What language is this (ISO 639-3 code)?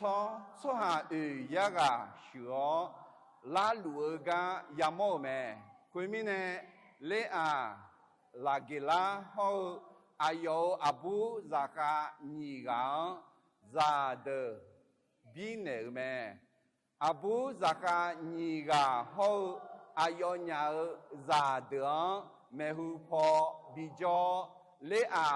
ahk